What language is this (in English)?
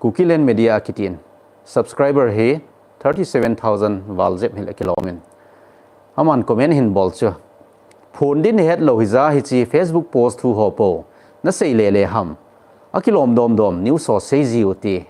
Thado Chin